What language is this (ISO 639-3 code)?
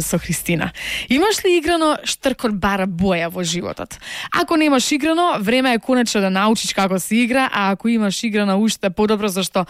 mkd